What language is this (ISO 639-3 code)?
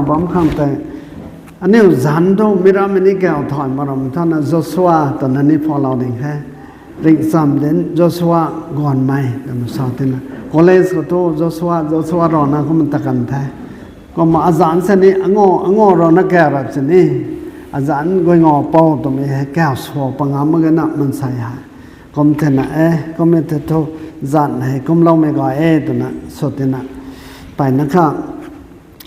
nbu